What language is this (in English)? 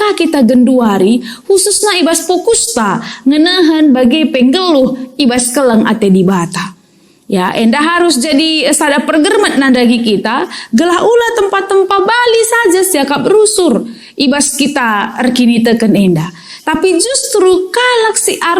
Batak Karo